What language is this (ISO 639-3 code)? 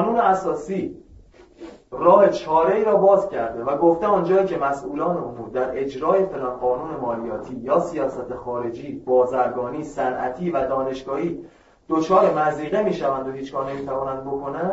fas